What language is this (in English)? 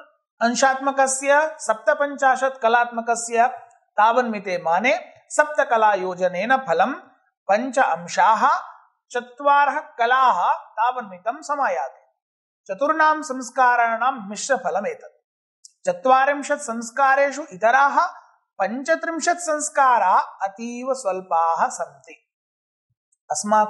Sanskrit